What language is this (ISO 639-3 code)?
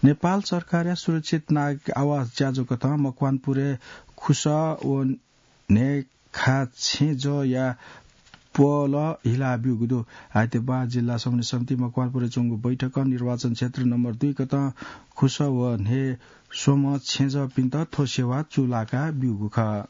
new